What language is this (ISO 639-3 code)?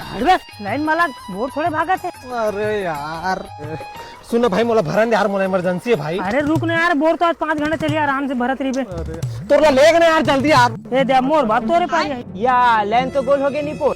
hne